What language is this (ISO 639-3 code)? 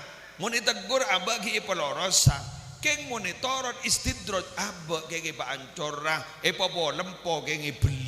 mad